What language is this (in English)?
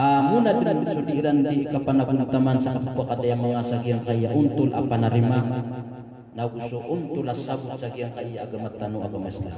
Maranao